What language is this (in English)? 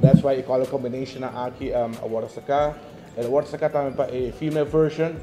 Papiamento